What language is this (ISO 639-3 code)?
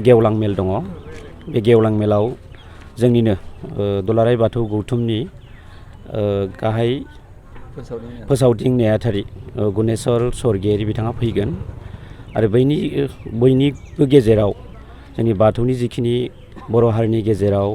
brx